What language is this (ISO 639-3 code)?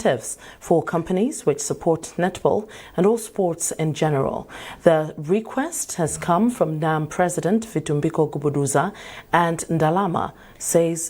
eng